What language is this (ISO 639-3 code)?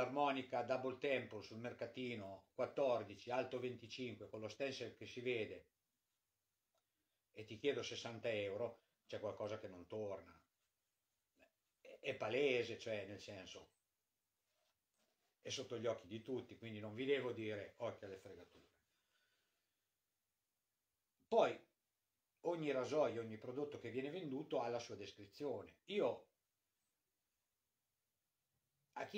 ita